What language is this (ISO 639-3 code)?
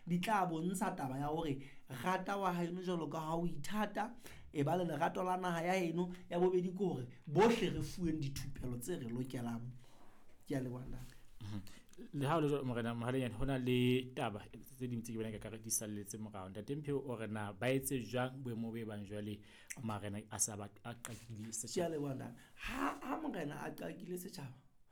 sot